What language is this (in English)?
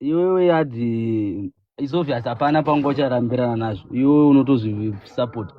Shona